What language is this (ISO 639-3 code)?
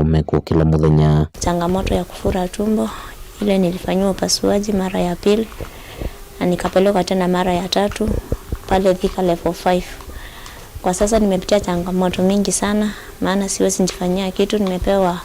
kam